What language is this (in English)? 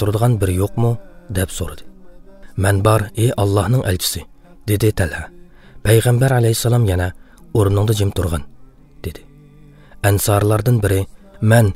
Uyghur